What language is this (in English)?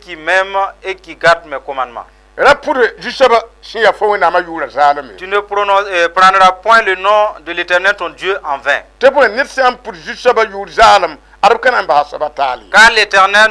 Mossi